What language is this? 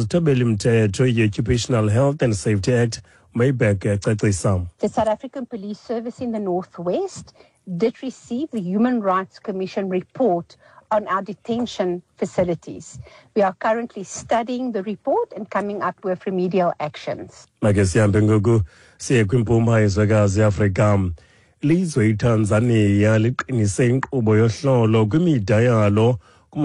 Xhosa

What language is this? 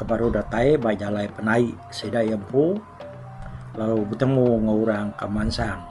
Iban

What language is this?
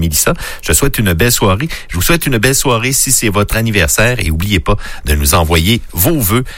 French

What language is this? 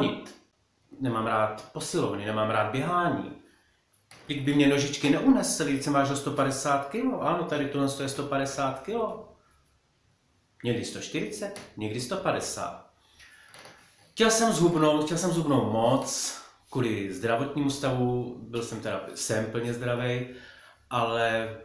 Czech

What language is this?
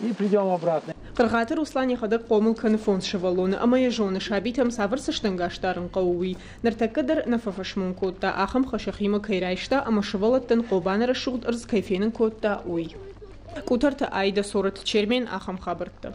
Ossetic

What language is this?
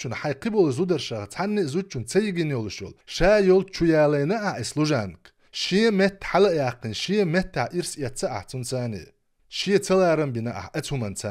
Chechen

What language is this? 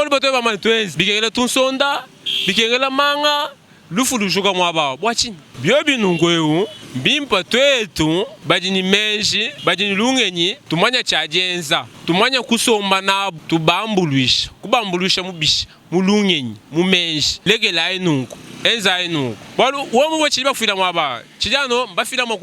Luba-Lulua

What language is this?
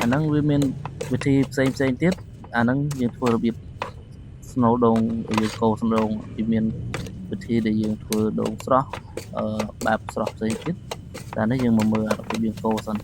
Khmer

